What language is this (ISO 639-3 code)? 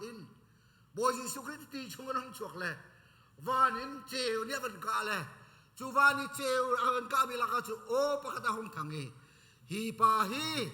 cnh